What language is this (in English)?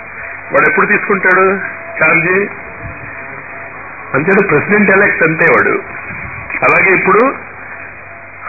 Telugu